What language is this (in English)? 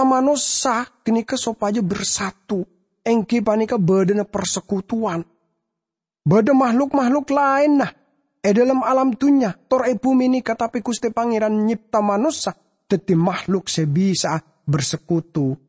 Madurese